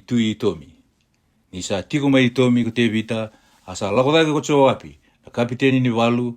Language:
Fijian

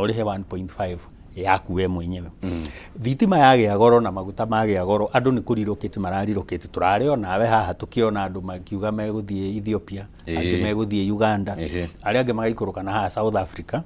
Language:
Kikuyu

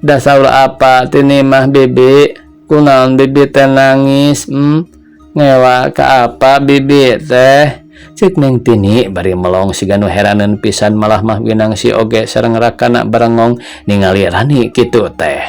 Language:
Sundanese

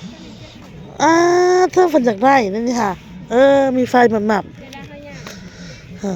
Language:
Northeastern Thai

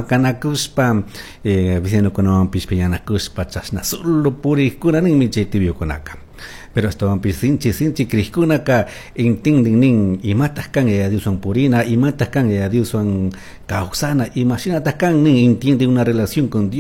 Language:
Chimborazo Highland Quichua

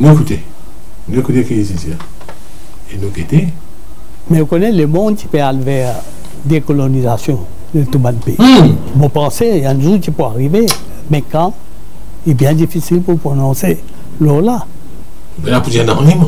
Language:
Morisyen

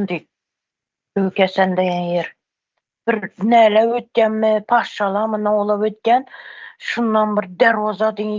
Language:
Turkmen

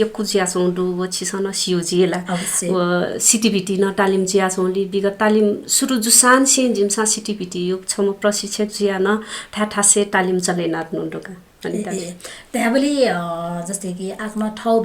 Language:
Newari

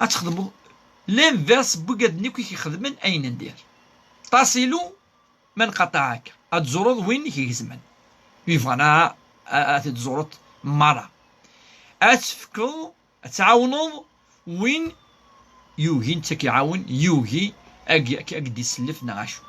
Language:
Kabyle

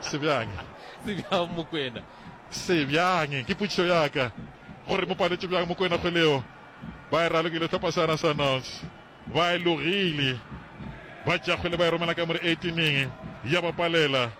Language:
Northern Sotho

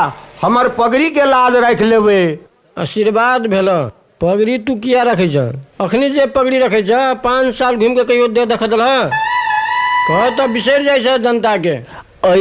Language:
Maithili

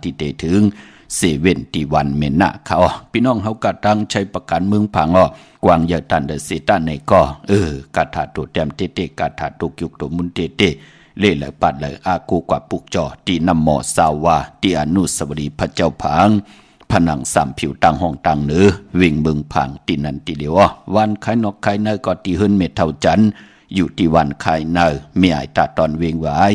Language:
Shan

